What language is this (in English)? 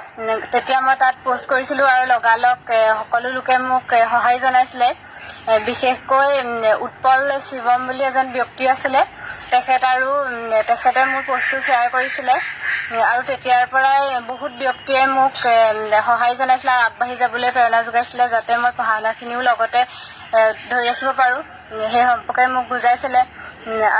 Assamese